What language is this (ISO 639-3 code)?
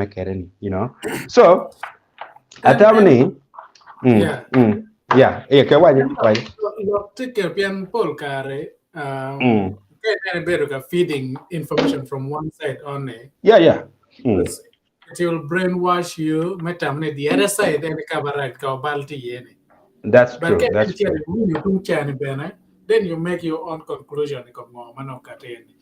ach